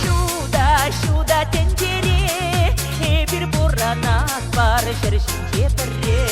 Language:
Chuvash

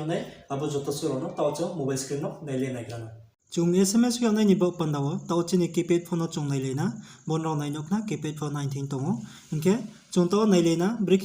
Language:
Riang (India)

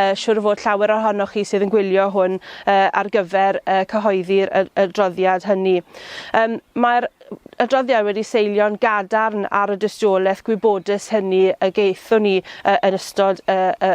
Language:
Welsh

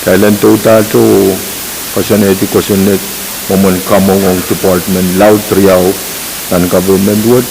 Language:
Pohnpeian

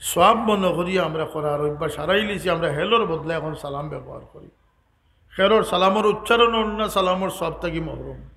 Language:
Sylheti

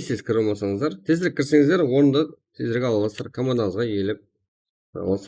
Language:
Kara-Kalpak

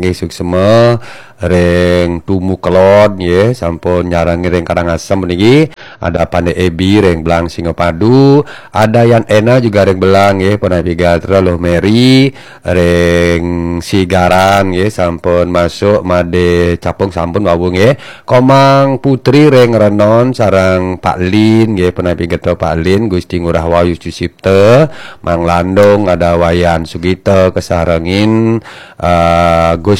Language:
Balinese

